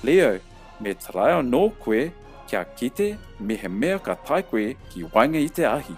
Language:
Māori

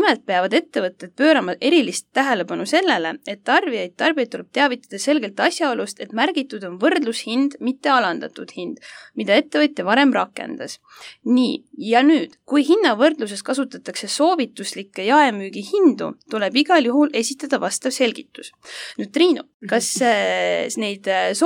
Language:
Estonian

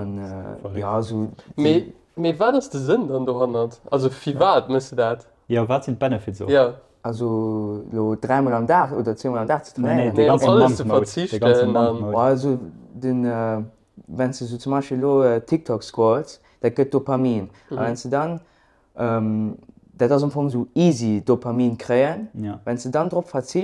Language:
Luxembourgish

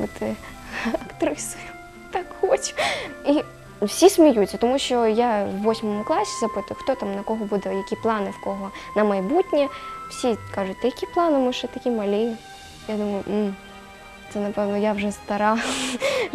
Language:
Ukrainian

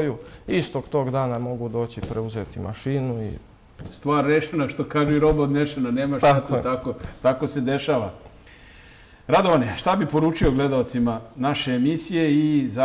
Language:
Serbian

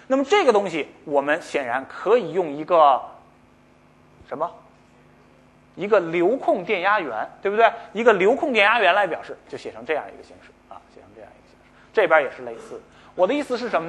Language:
Chinese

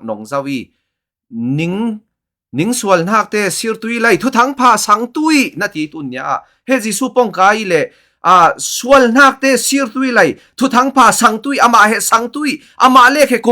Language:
Falam Chin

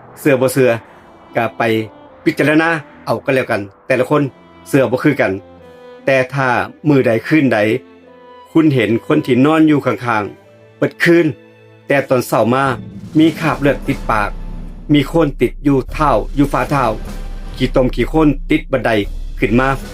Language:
Northeastern Thai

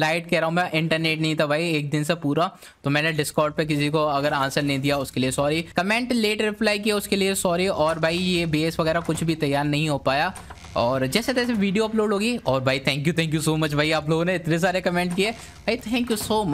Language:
Hindi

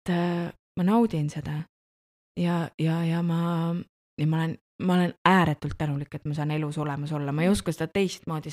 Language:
Estonian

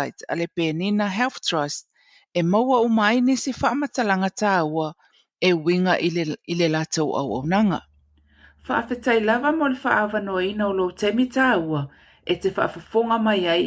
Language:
Samoan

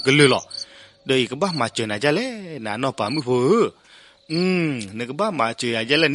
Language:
S'gaw Karen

